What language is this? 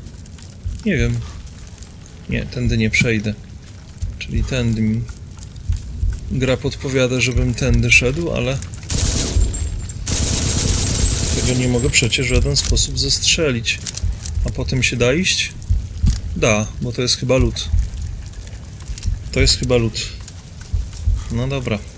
Polish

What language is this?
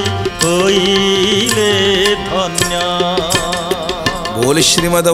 Odia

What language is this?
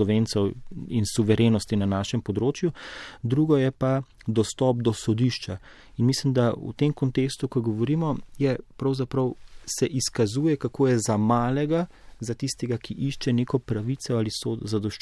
Slovenian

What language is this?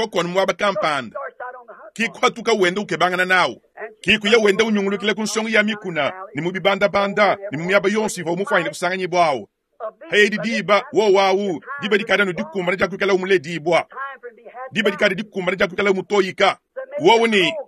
Luba-Lulua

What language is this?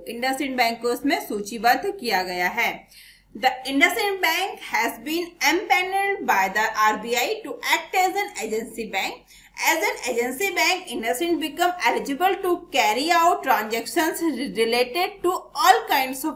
Hindi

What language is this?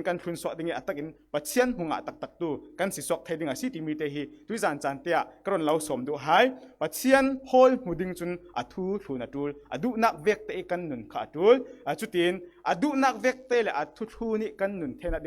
Falam Chin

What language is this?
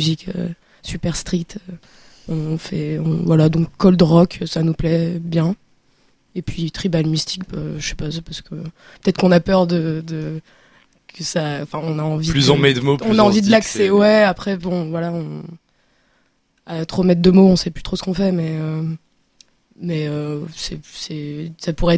French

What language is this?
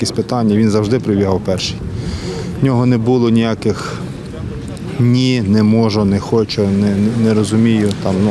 Ukrainian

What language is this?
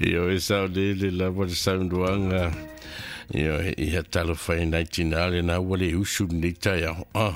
Samoan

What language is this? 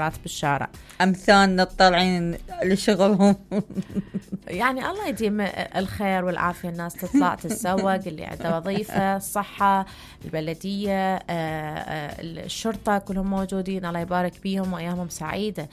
Mesopotamian Arabic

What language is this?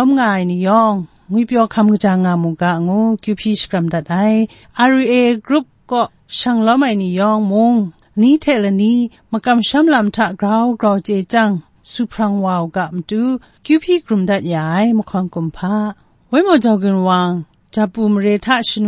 Kachin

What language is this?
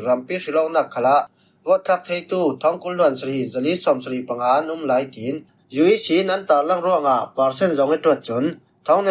Falam Chin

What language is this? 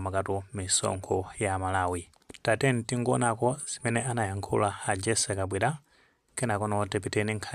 Nyanja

